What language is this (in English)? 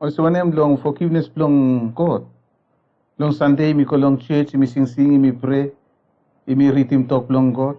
Bislama